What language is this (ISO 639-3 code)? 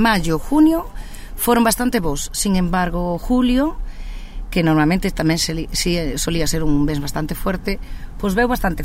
glg